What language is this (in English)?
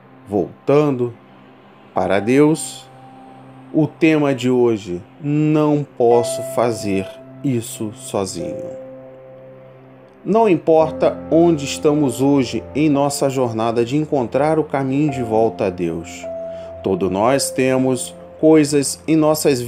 Portuguese